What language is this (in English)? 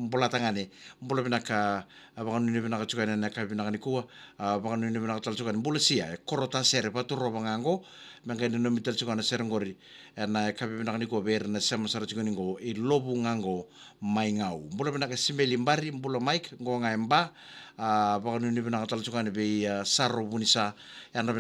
Fijian